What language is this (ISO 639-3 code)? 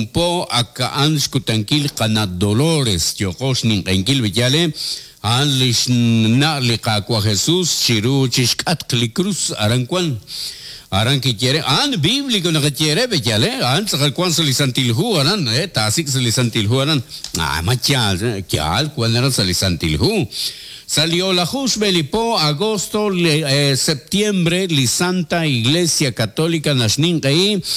kek